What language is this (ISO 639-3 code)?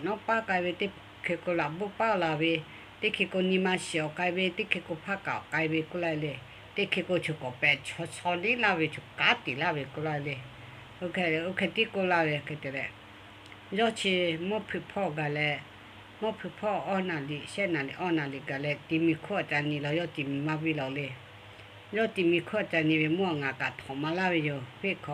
lhu